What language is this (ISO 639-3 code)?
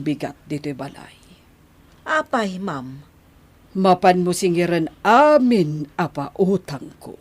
ilo